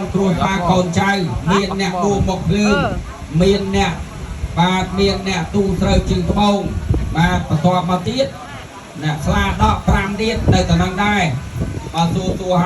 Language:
Khmer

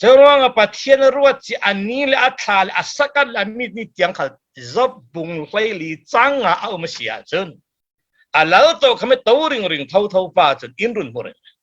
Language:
Falam Chin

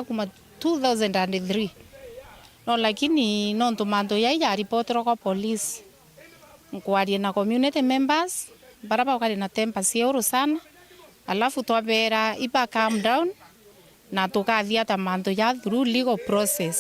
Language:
Meru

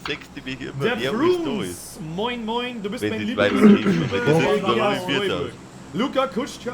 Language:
Bavarian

